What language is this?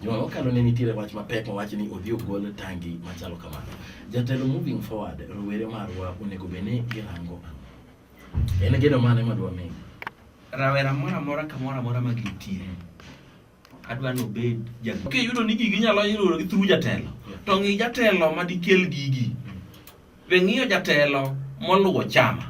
Luo (Kenya and Tanzania)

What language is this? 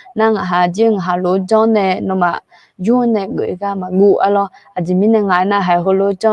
Akha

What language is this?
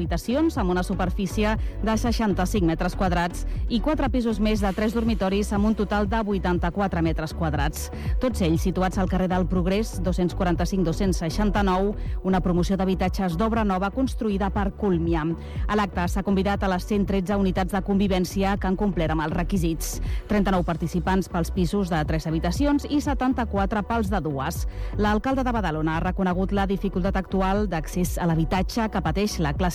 Catalan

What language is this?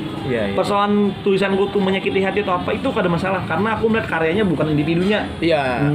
Banjar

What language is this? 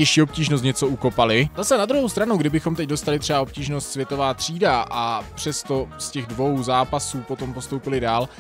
Czech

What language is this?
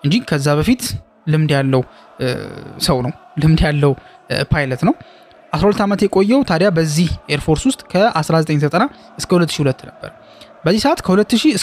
Amharic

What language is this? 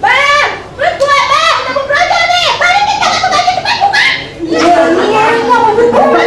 Betawi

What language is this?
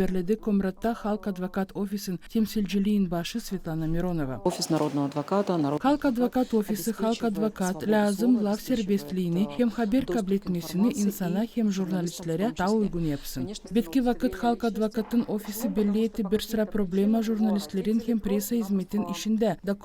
Gagauz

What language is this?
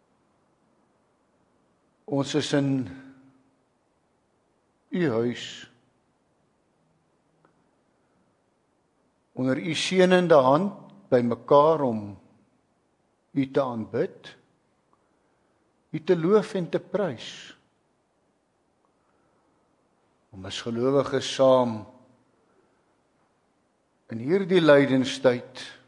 Afrikaans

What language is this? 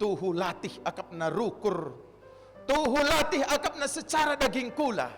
Batak Karo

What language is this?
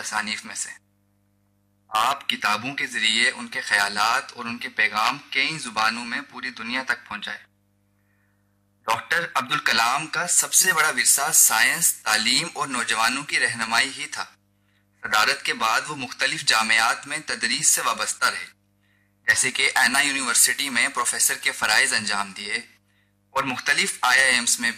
Urdu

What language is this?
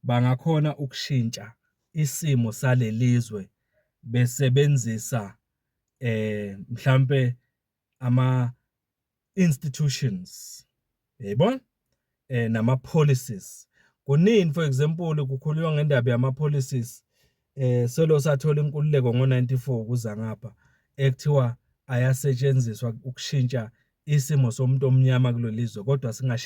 Zulu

